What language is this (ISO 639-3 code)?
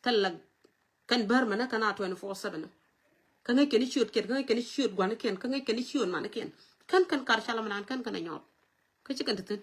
nus